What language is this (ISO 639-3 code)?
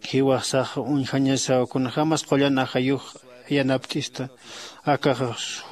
aym